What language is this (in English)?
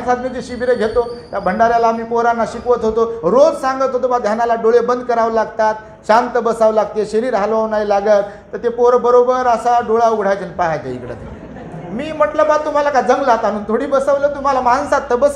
Marathi